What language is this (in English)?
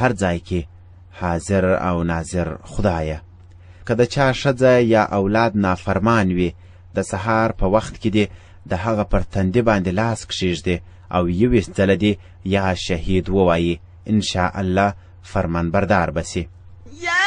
Pashto